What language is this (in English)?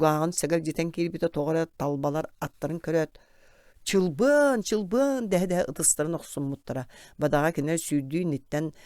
Yakut